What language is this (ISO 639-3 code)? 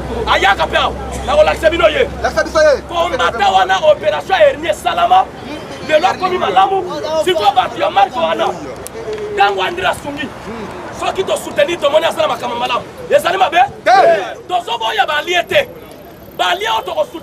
lin